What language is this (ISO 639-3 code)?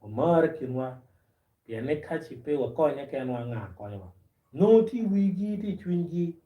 ach